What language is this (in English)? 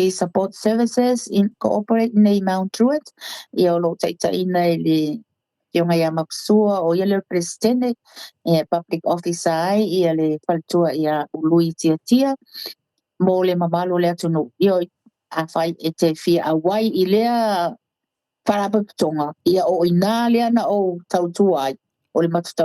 Samoan